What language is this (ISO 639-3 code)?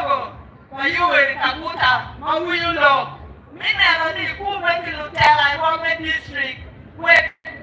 ach